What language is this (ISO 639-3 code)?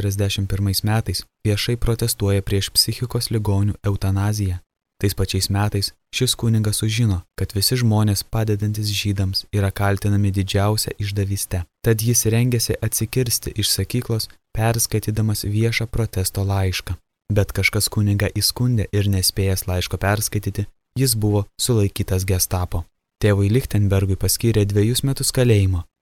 lit